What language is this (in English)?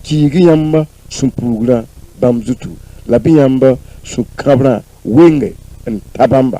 Mossi